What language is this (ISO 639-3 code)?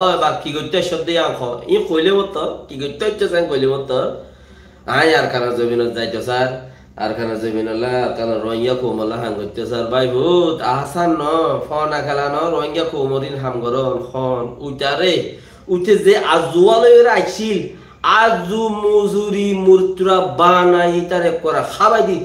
rhg